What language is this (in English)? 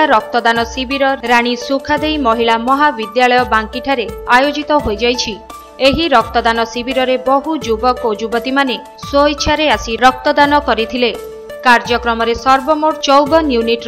Odia